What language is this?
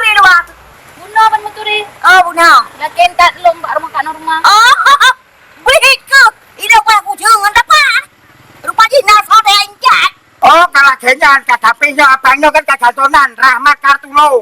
Achinese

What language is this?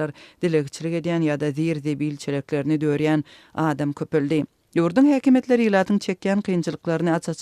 Turkmen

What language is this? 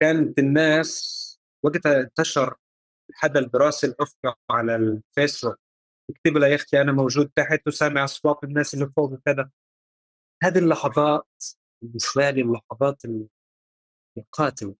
North Levantine Arabic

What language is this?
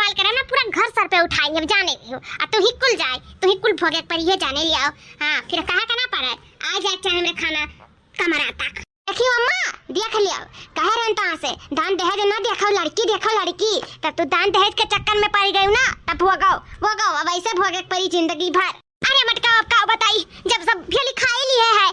Awadhi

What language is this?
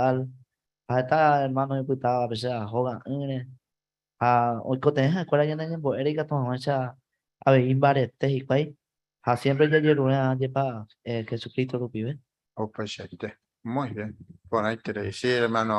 Guarani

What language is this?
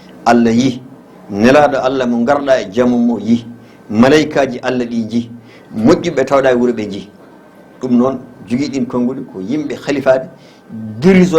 Fula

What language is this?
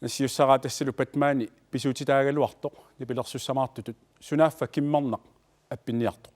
Kalaallisut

